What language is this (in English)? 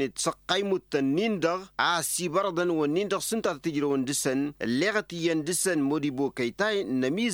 Tamasheq